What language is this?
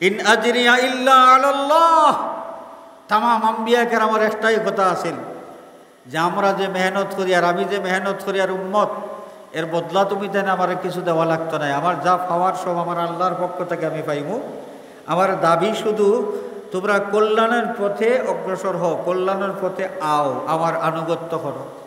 Sylheti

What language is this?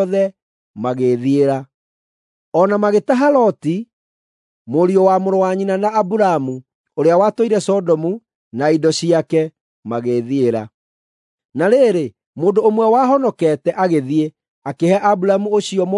Kikuyu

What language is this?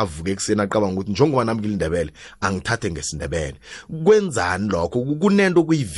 South Ndebele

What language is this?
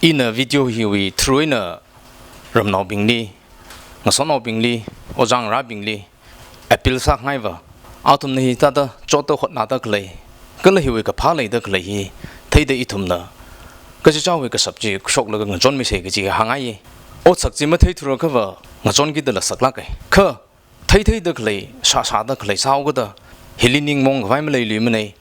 Tangkhul Naga (India)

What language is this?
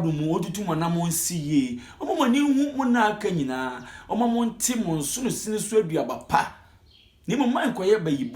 Akan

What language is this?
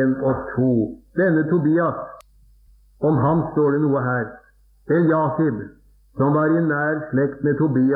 Norwegian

